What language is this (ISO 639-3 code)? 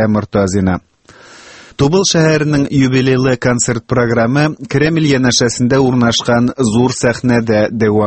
tat